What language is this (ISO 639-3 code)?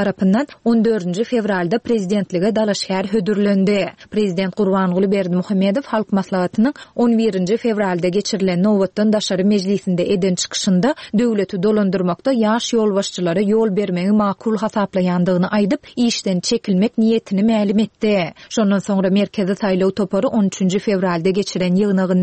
tuk